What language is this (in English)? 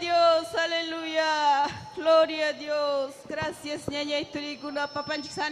Ayacucho Quechua